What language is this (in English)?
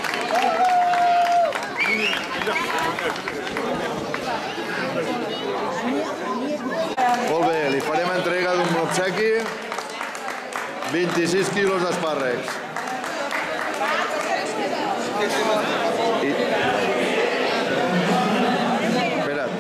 Catalan